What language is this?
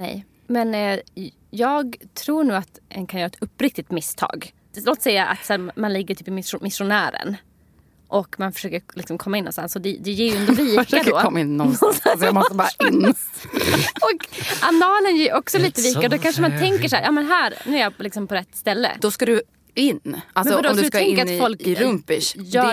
Swedish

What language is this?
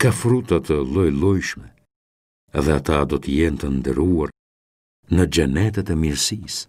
Albanian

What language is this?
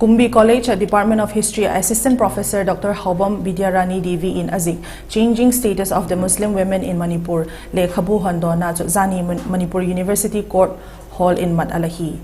Vaiphei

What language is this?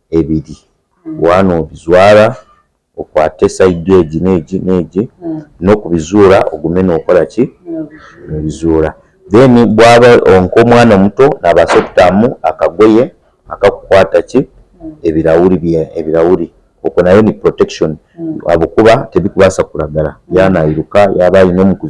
Nyankole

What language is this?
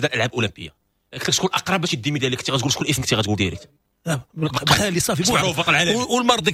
Moroccan Arabic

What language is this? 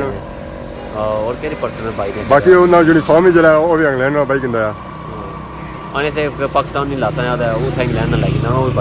Pahari-Potwari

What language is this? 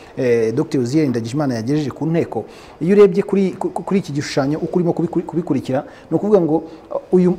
Kinyarwanda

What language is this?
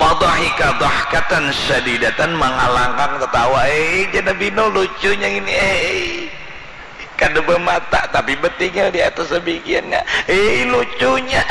Banjar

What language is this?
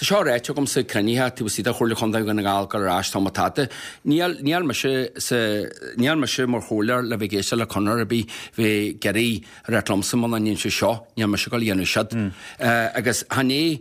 Irish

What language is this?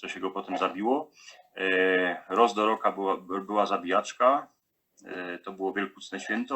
Silesian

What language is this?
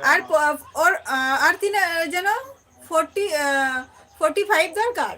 Santali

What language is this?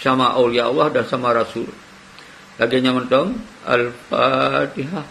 Achinese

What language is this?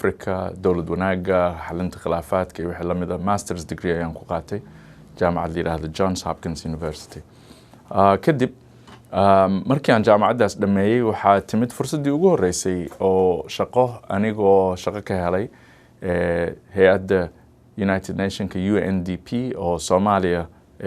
Somali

